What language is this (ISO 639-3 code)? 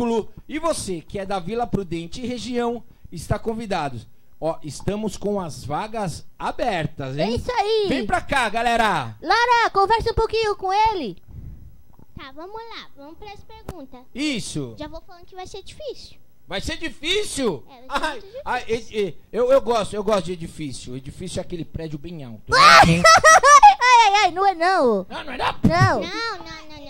por